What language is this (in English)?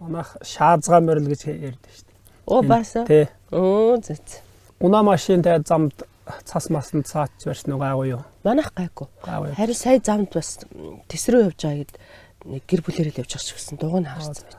Mongolian